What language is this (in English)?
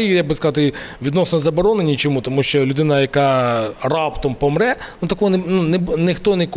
Ukrainian